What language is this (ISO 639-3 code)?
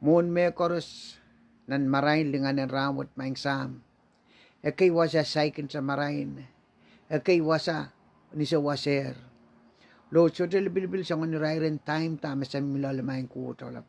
pon